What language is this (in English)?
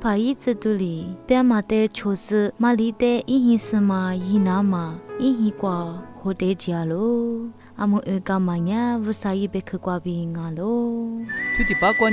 Lisu